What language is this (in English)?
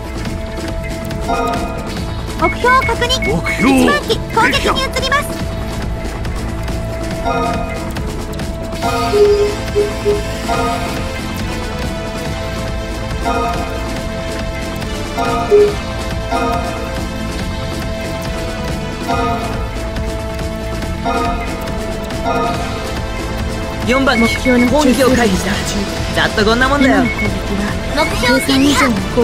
Japanese